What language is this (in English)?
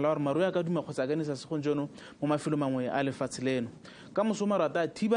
Tswana